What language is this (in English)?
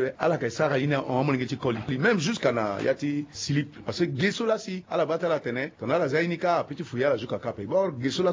Sango